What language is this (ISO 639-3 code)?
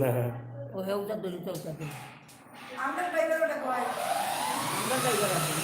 syl